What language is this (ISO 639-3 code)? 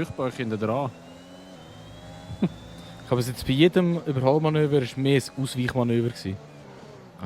gsw